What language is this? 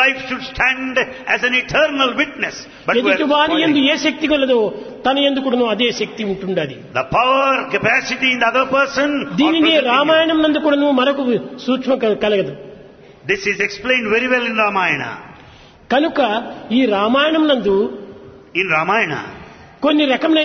Telugu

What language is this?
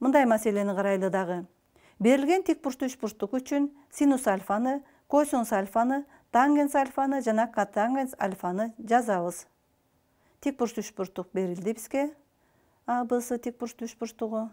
Kyrgyz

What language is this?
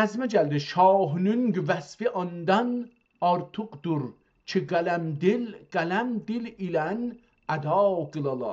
South Azerbaijani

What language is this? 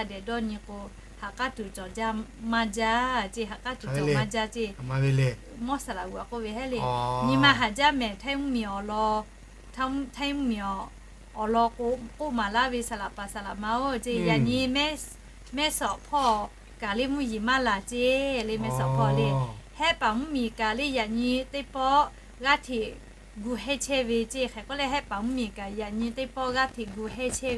Lahu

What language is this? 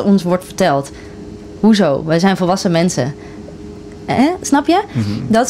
Dutch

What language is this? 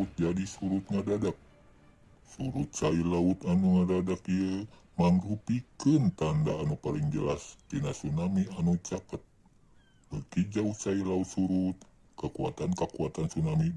Sundanese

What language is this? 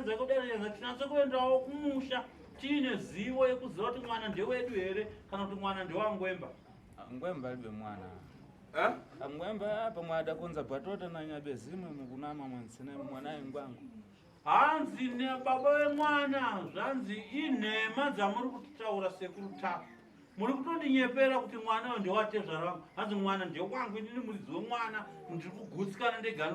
Shona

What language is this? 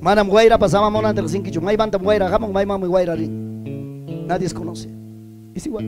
Ayacucho Quechua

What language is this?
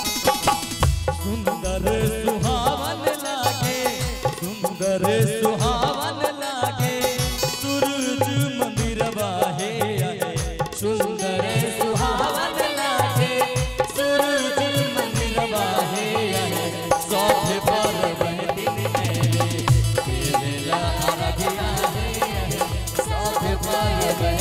Bhojpuri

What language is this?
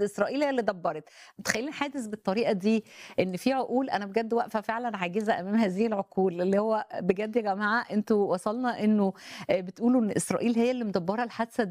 Egyptian Arabic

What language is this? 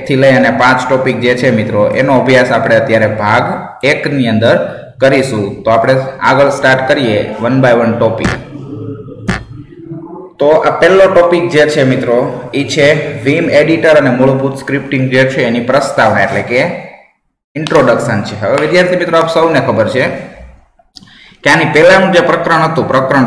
Gujarati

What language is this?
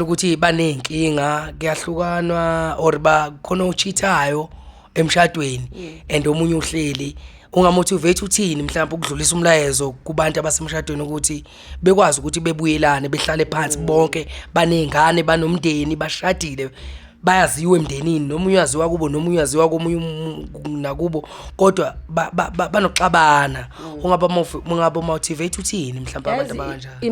Zulu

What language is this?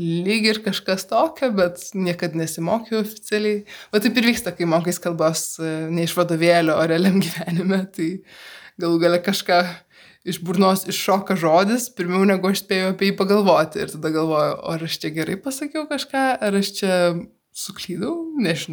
Lithuanian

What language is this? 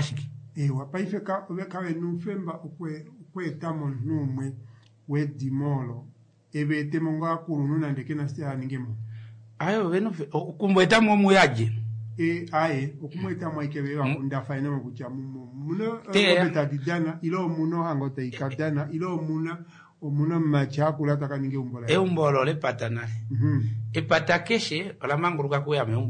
Kuanyama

